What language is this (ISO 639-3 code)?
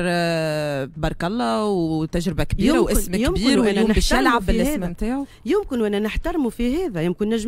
aeb